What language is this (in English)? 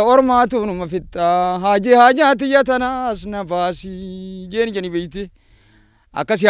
Oromo